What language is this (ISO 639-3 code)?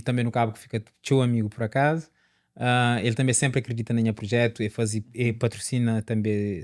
kea